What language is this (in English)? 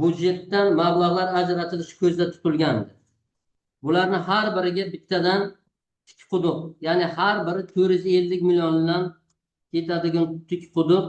Uzbek